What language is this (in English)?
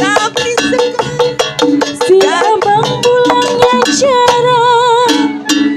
Betawi